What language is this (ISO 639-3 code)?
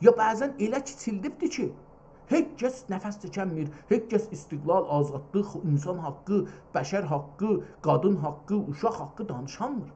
azb